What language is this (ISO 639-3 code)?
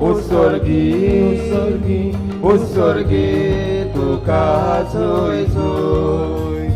kok